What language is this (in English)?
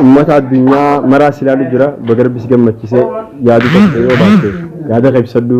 Oromo